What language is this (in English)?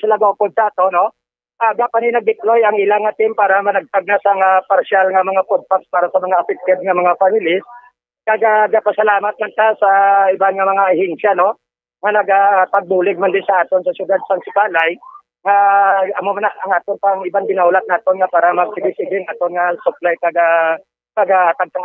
Hiligaynon